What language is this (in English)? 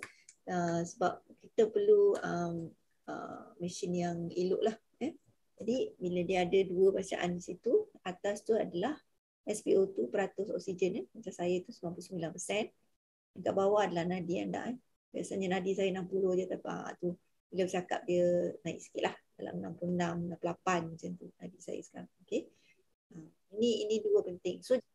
Malay